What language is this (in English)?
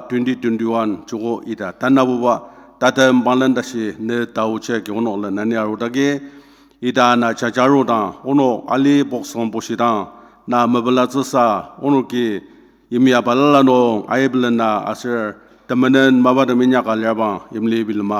Ao Naga